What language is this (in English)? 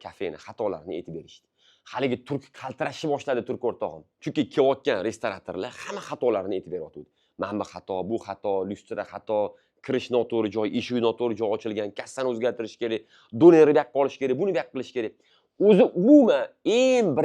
Uzbek